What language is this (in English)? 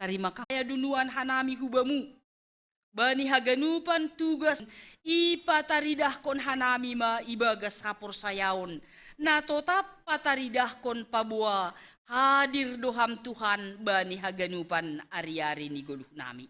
Batak Simalungun